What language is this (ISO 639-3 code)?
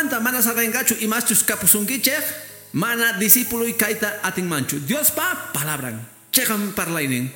que